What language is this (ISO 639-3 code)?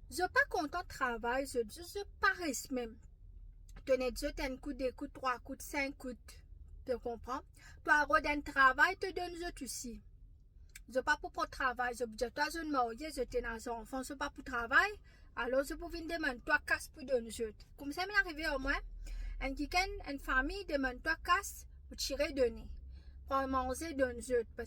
mfe